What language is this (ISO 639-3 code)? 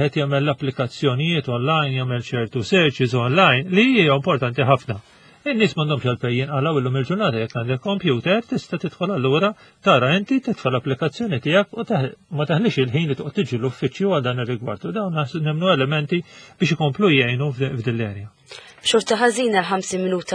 mlt